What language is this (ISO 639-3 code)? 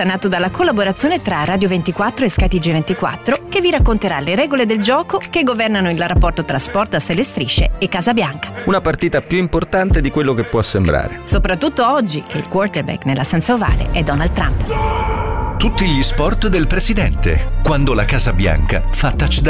ita